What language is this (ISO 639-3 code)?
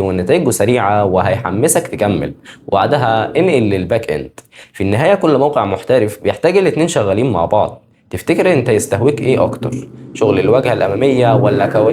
arz